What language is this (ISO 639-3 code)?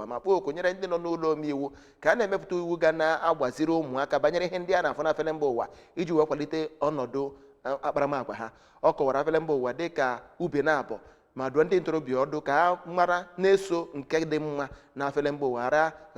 ibo